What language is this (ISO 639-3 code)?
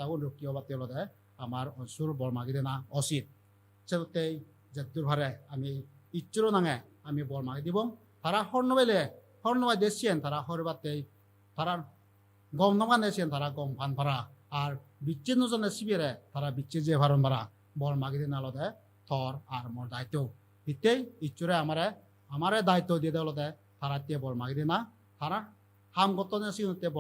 ccp